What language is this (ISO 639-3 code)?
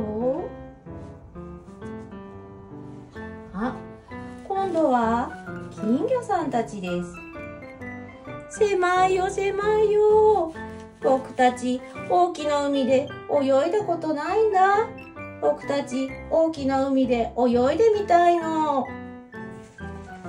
jpn